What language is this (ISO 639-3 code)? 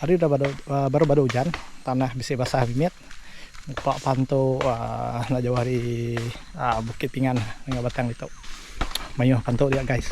iba